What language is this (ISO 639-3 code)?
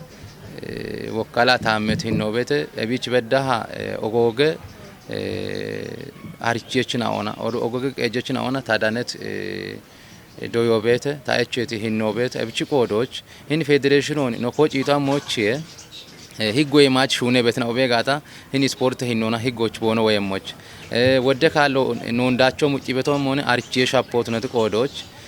kbr